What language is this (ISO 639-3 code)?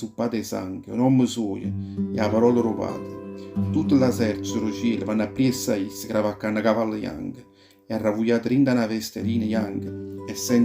nap